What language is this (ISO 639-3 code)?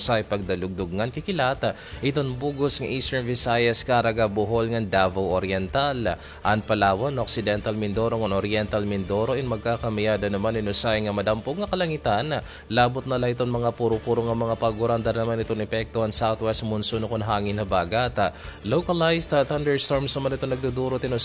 war